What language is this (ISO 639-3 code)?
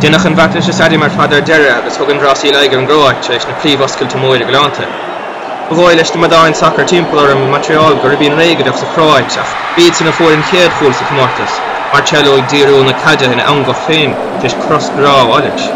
gle